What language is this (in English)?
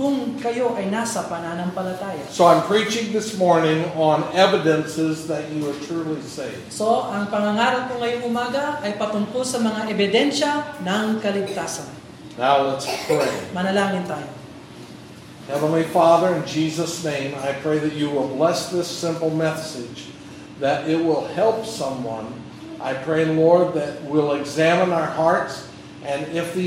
Filipino